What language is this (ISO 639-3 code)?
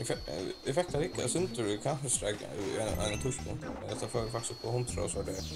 fao